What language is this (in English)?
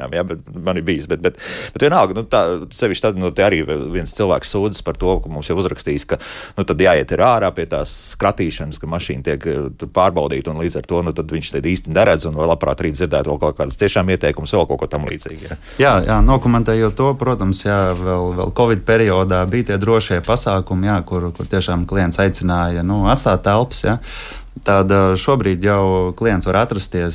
Latvian